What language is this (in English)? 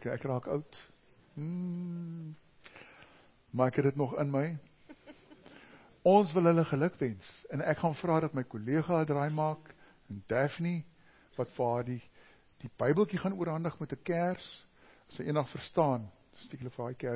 Afrikaans